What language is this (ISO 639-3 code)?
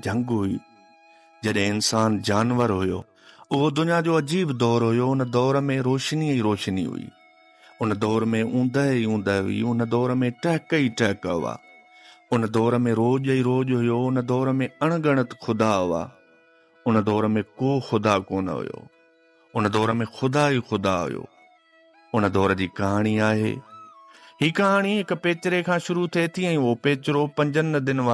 snd